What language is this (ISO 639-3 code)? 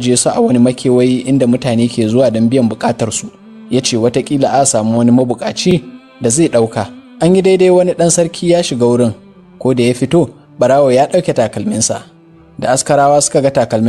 hau